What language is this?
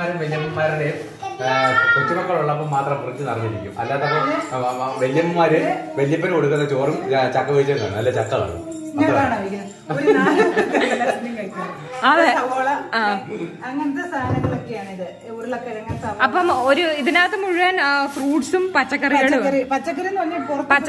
Malayalam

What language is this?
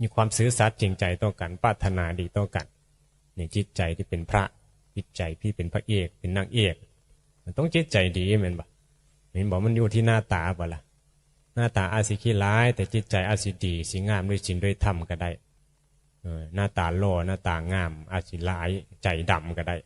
Northeastern Thai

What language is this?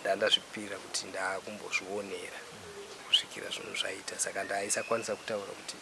Shona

